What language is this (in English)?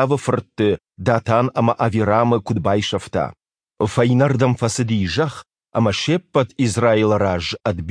Ossetic